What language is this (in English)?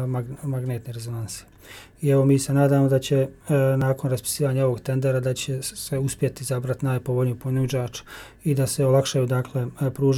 Bosnian